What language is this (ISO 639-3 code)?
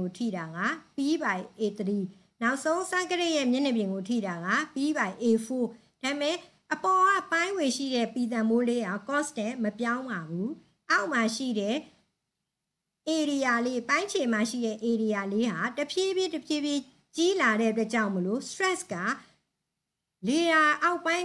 mya